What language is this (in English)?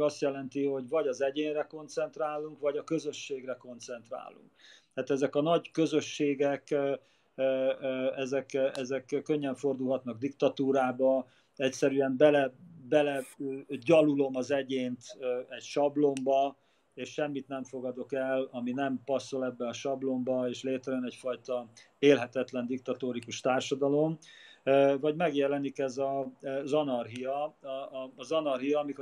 Hungarian